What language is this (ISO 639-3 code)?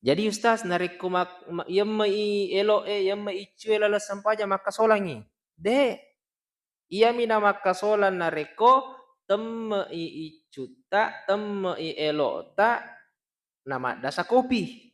bug